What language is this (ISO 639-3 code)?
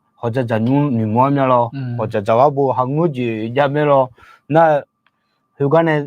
ahk